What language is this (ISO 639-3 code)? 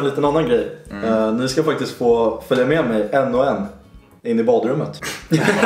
swe